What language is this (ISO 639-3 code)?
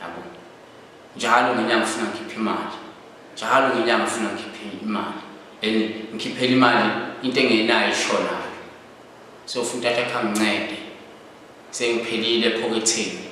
zul